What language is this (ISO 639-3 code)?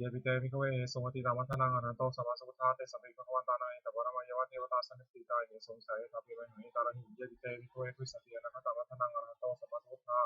pli